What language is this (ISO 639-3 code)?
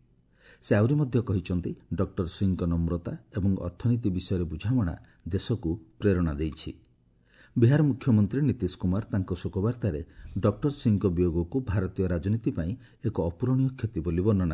ori